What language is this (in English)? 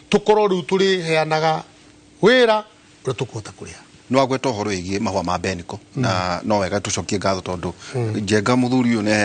Kikuyu